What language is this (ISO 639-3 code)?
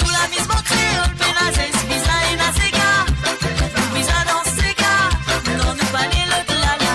mfe